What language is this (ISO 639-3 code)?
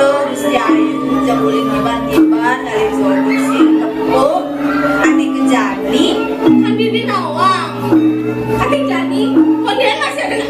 ban